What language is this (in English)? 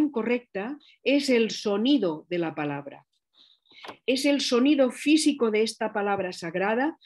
Spanish